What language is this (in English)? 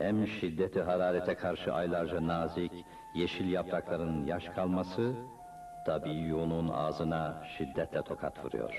Ottoman Turkish